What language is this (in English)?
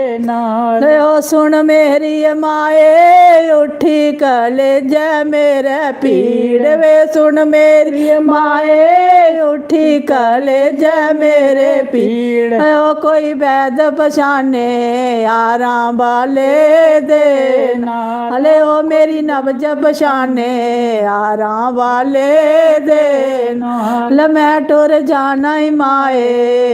Dogri